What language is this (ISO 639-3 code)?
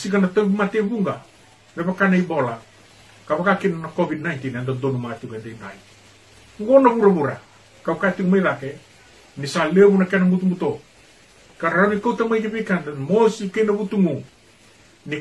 fij